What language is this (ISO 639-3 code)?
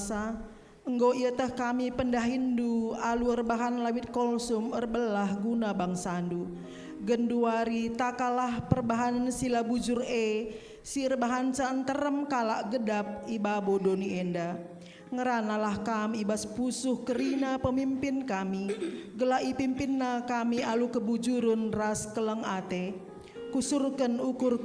btx